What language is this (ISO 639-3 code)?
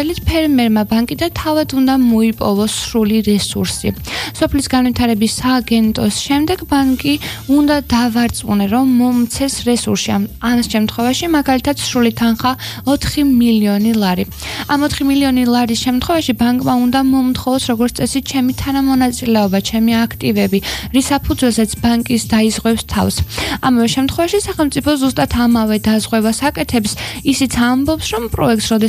kat